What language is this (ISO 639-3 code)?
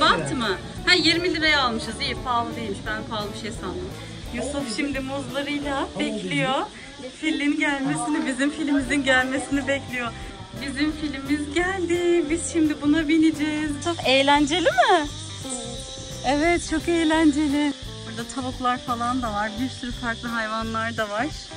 tur